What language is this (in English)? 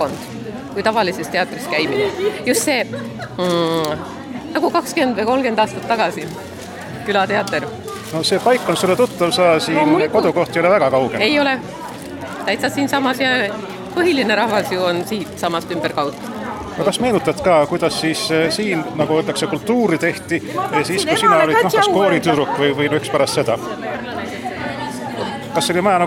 Estonian